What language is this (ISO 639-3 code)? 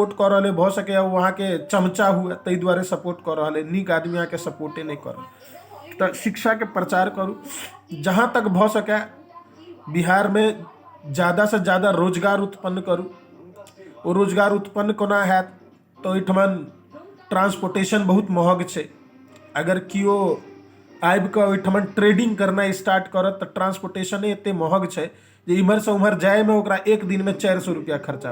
mai